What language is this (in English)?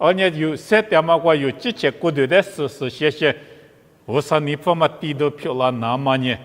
Lisu